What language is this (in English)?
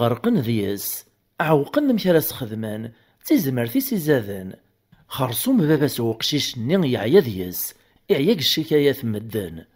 Kabyle